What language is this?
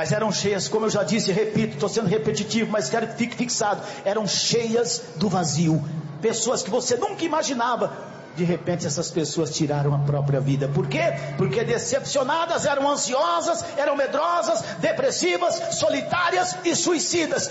Portuguese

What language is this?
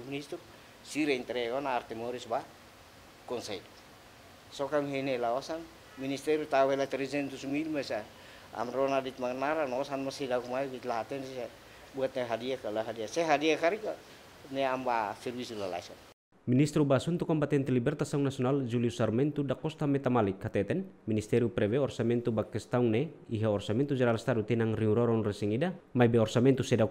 Tetum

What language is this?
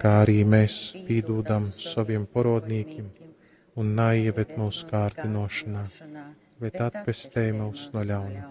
Latgalian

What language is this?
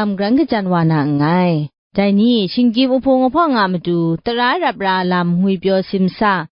Kachin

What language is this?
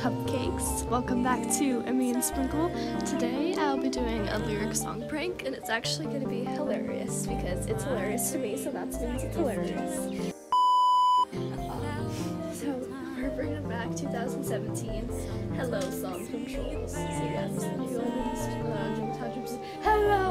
English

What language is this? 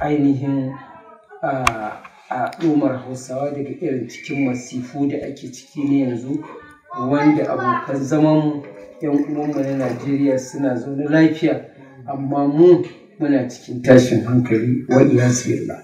Hausa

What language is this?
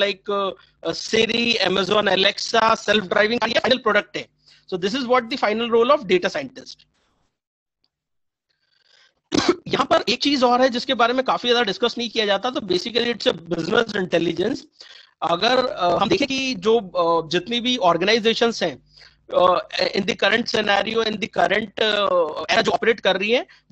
Hindi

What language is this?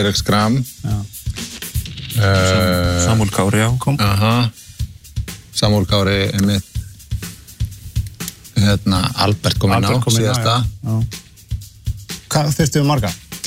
Icelandic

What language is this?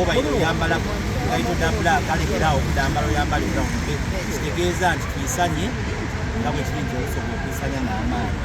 Soga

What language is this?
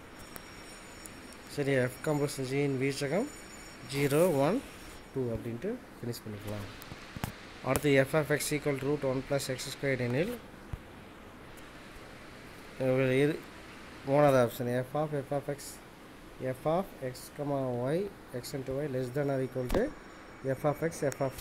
Tamil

